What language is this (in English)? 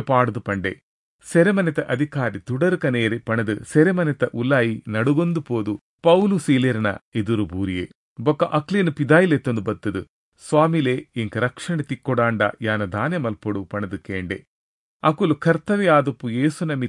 Tulu